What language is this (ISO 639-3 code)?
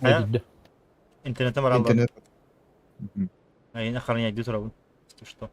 sah